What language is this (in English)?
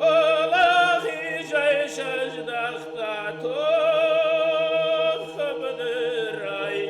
Ossetic